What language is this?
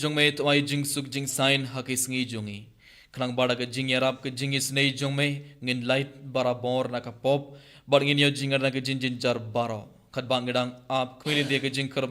Khasi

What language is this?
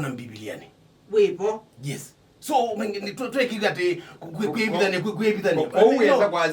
Kamba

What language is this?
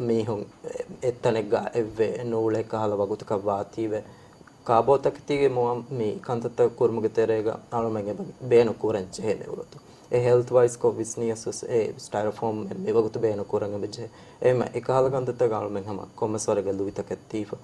Divehi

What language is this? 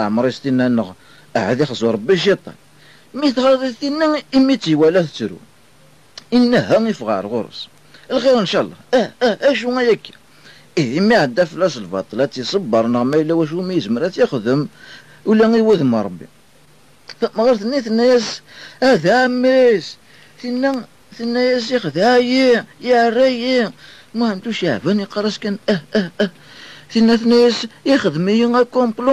Kabyle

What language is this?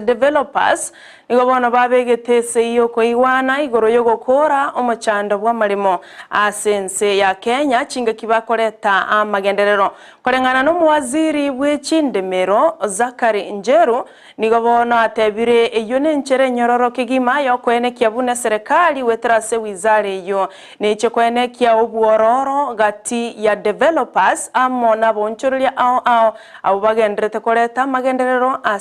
Gusii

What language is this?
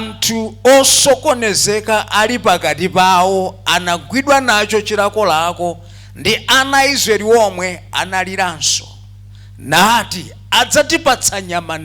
Nyanja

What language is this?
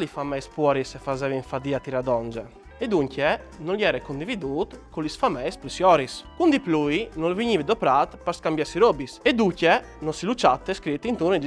Friulian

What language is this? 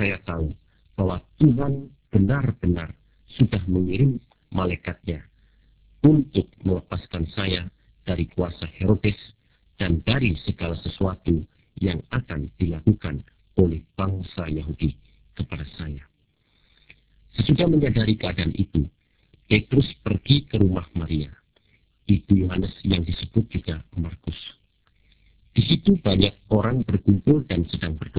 Indonesian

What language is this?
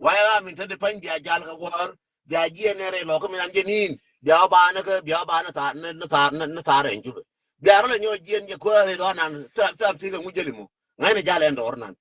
Nuer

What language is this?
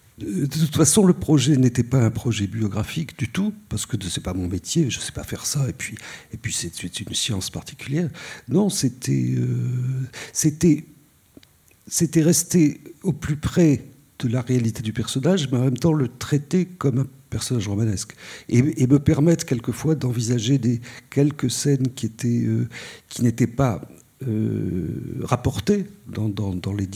French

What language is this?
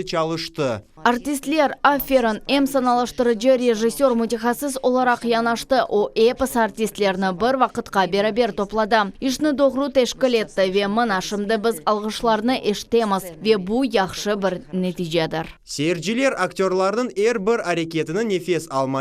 Crimean Tatar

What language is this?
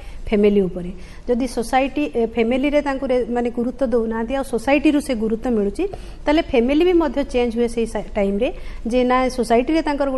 Odia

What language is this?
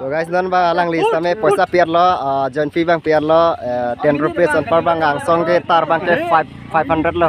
Karbi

